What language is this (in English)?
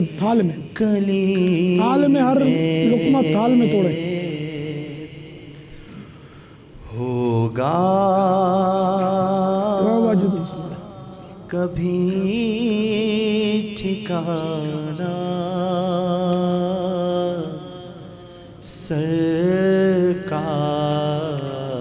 Urdu